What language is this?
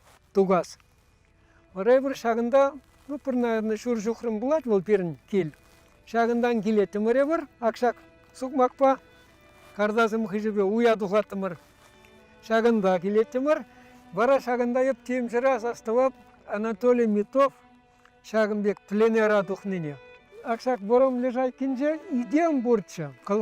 Chuvash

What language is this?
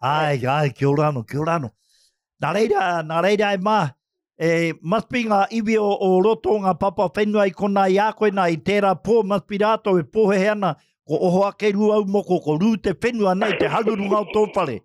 Māori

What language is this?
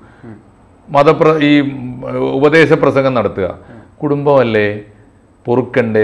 Malayalam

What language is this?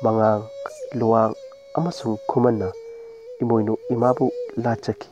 Manipuri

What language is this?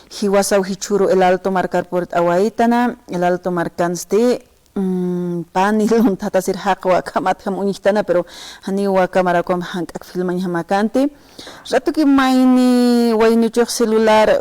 Aymara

